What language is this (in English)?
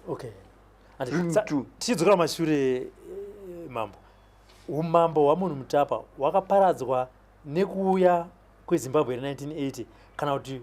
Shona